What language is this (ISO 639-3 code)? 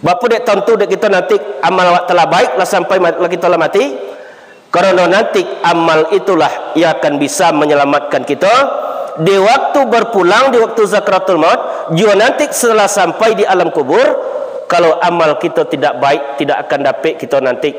min